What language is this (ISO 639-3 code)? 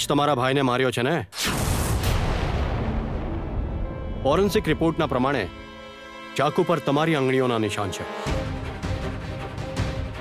guj